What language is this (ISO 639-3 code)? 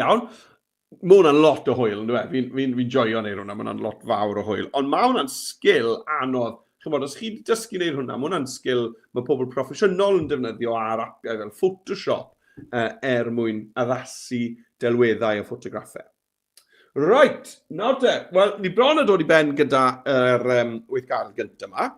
cym